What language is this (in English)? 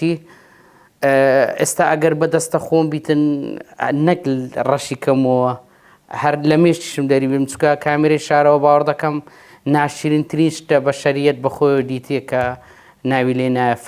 Central Kurdish